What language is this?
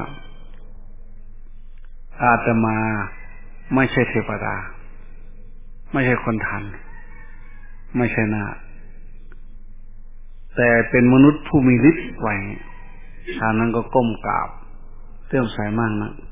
Thai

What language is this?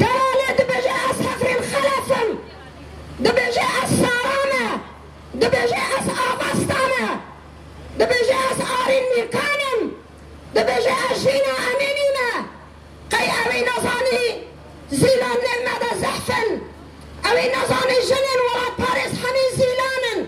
Kurdish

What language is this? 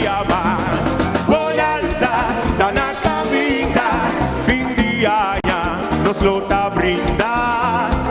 Papiamento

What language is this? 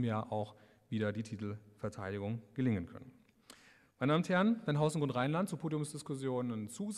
German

